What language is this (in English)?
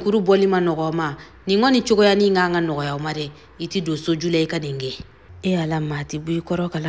Bambara